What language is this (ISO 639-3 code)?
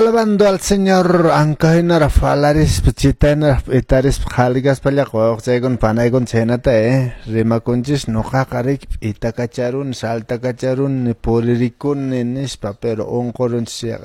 que